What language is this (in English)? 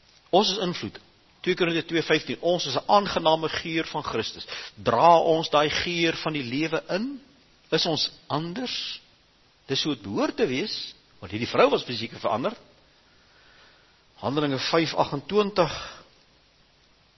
Afrikaans